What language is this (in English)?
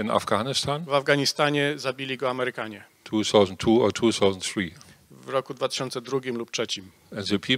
Polish